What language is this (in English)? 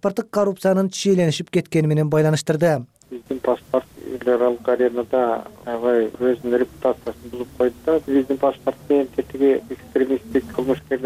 Kyrgyz